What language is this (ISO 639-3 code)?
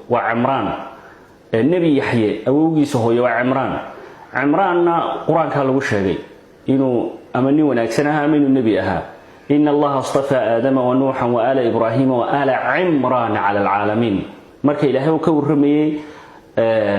som